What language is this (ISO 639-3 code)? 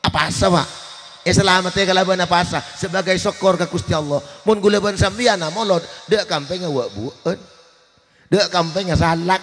mad